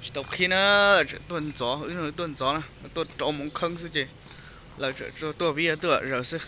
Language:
Hmong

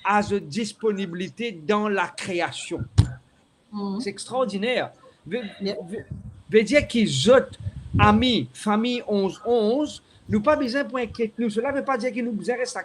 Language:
Morisyen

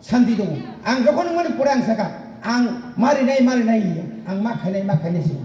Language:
Kok Borok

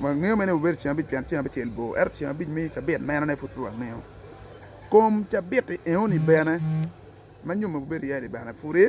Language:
Acoli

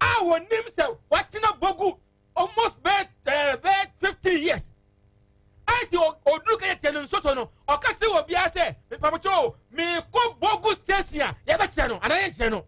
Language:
Akan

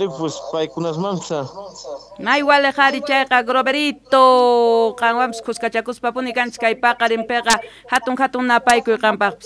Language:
South Bolivian Quechua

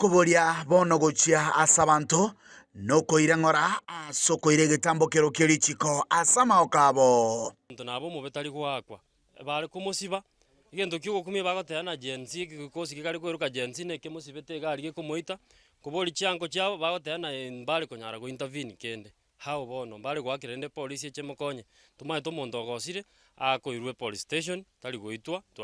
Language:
Gusii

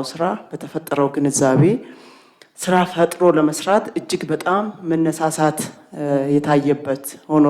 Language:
Amharic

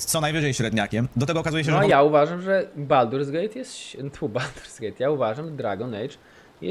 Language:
Polish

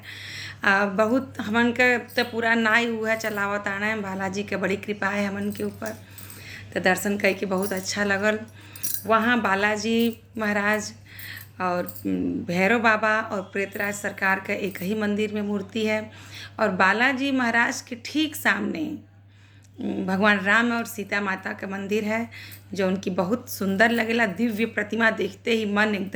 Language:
Bhojpuri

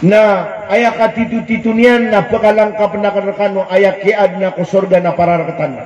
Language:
Maranao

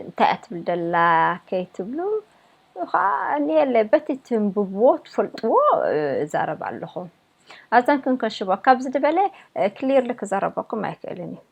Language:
Tigrinya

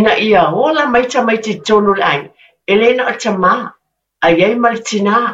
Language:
Samoan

